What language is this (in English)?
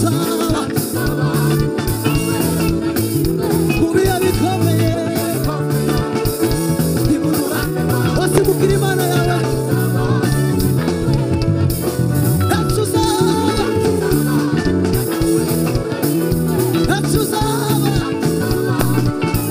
Kinyarwanda